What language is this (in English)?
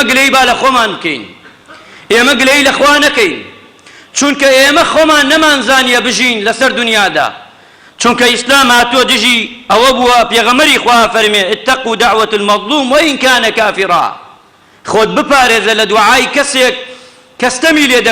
Central Kurdish